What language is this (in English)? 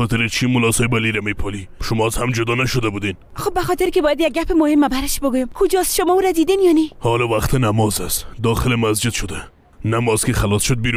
Persian